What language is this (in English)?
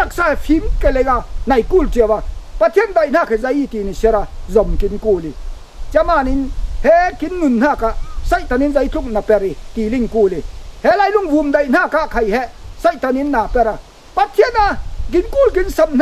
Falam Chin